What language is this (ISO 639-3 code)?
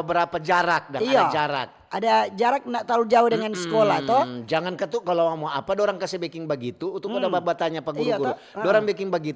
xmm